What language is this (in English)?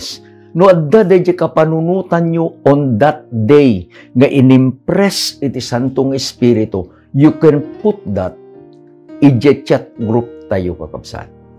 Iloko